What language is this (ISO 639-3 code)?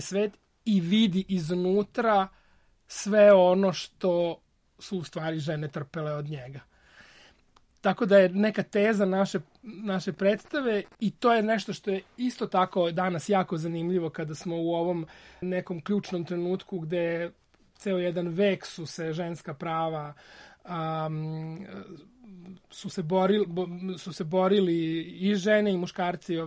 srp